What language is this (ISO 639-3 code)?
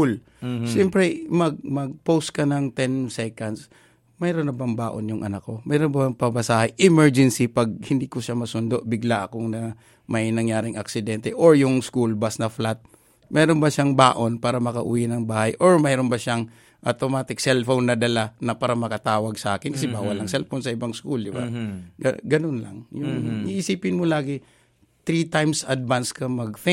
fil